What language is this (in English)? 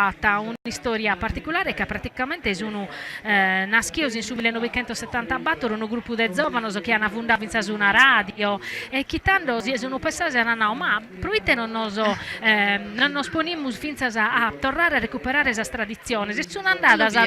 Sardinian